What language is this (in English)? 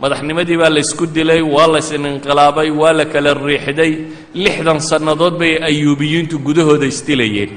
Somali